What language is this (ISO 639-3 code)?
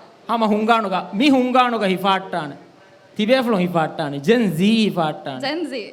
div